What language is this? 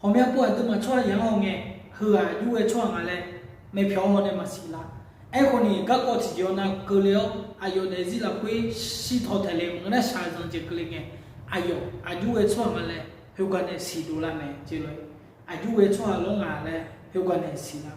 Akha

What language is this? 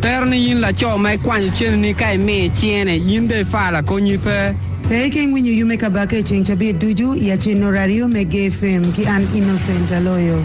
Acoli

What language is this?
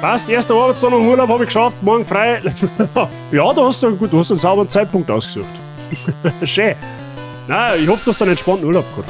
Bavarian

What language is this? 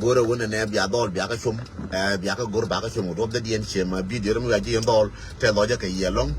Nuer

